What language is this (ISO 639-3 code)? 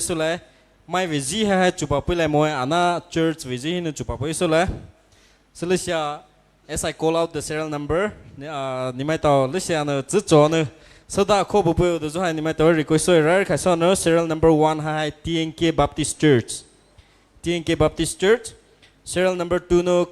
pmx